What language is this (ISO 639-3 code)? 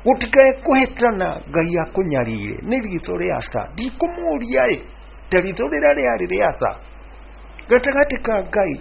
kik